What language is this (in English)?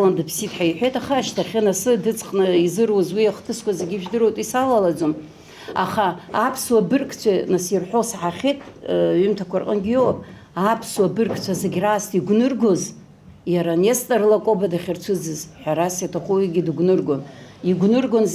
Abkhazian